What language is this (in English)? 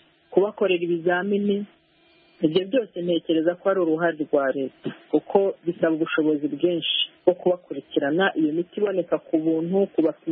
Kinyarwanda